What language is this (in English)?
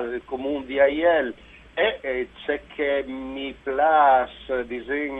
Friulian